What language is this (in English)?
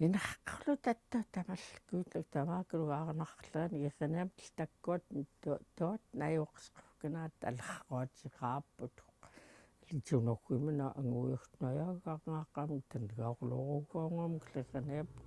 Central Yupik